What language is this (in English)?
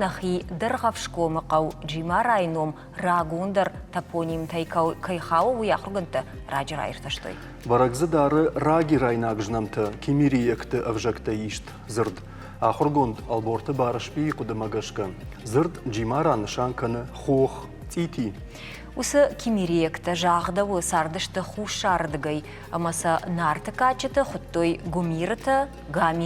Ossetic